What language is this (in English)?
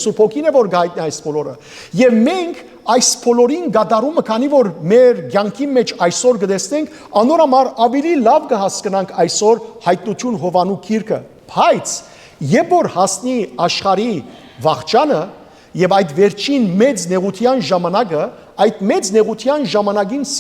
Western Armenian